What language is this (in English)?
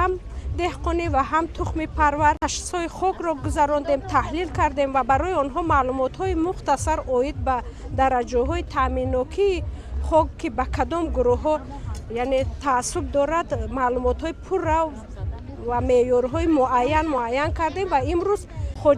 Tajik